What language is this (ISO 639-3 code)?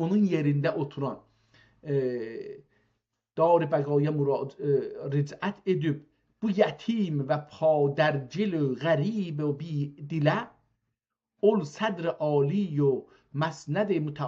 azb